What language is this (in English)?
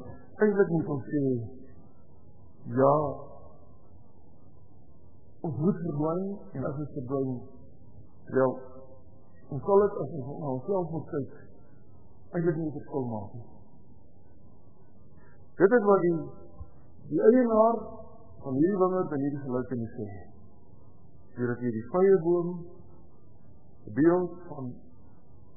Afrikaans